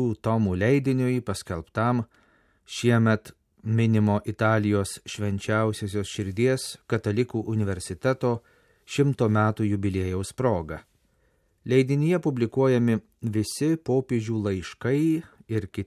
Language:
Lithuanian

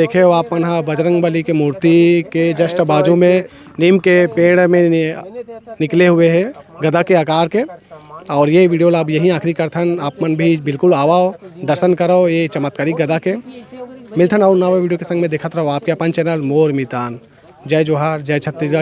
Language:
Chhattisgarhi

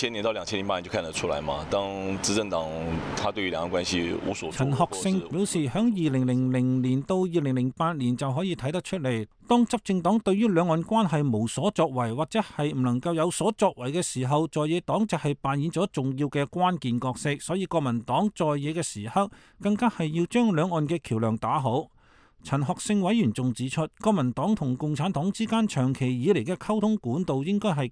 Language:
Cantonese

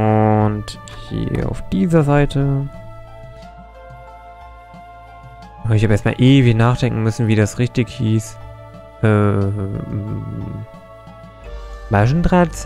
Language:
German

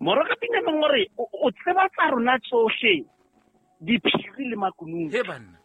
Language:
Southern Sotho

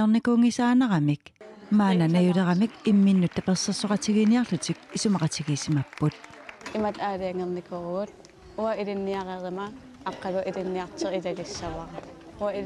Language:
Kalaallisut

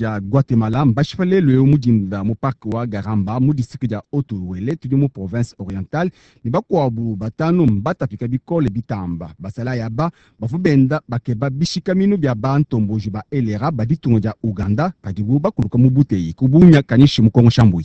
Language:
Luba-Lulua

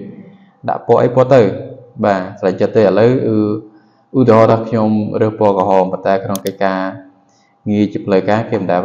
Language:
Khmer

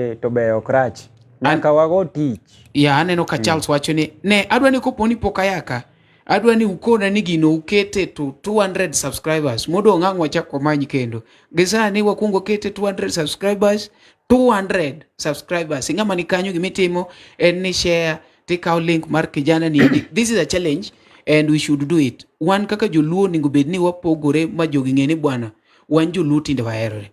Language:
Luo (Kenya and Tanzania)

